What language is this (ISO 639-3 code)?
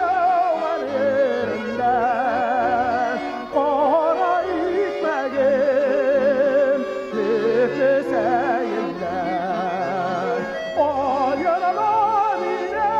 bak